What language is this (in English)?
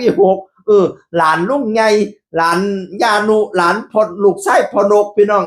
Northeastern Thai